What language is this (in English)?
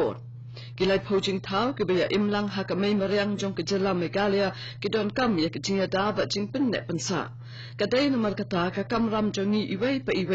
Khasi